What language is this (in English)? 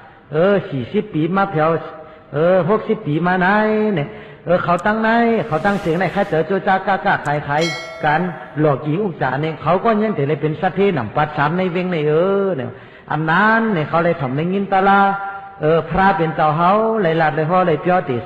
Shan